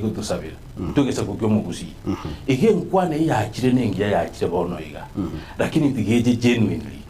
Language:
Gusii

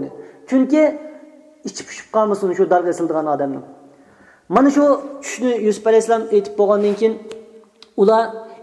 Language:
Uyghur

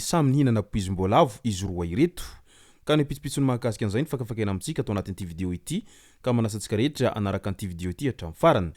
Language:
Malagasy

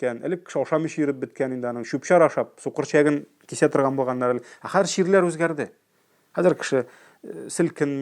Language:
Tatar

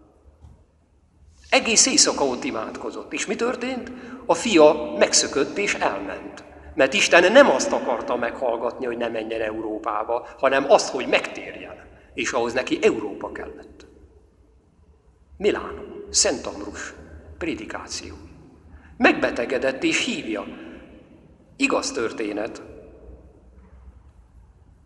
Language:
Hungarian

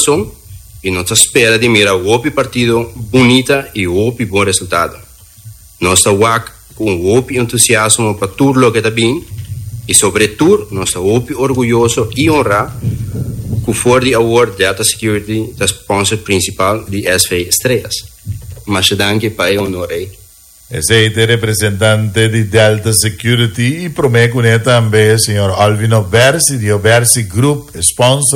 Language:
Papiamento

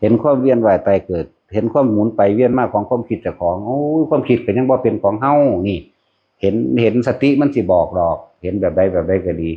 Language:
Northeastern Thai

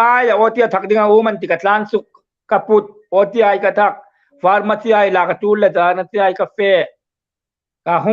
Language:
Hmar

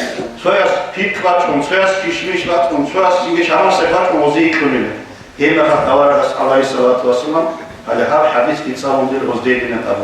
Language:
Avaric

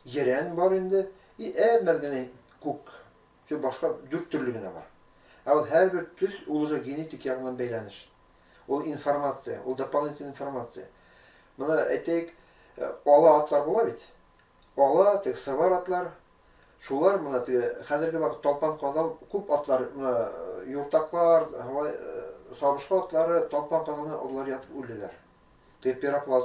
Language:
Bashkir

